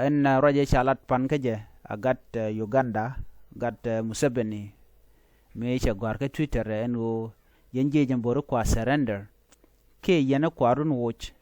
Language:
Nuer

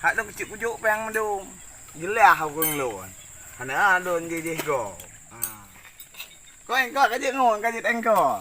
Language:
Achinese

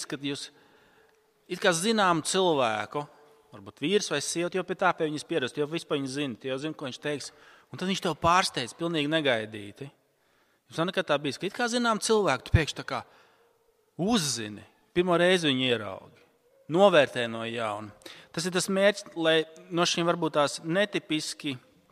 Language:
Latvian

